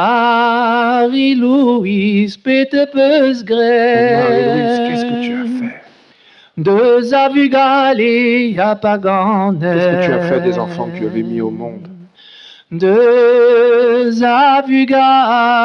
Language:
Breton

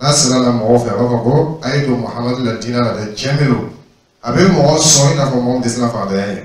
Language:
Dyula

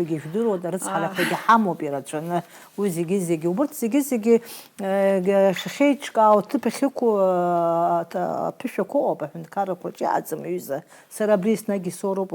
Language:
Abkhazian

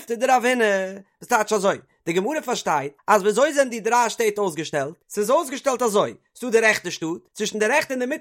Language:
Yiddish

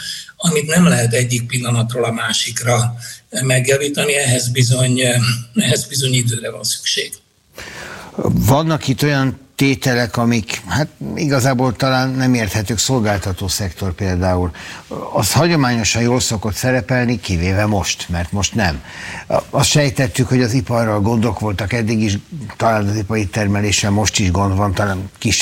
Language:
Hungarian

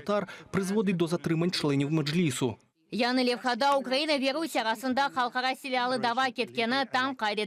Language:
Crimean Tatar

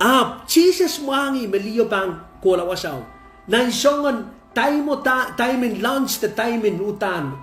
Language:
Pohnpeian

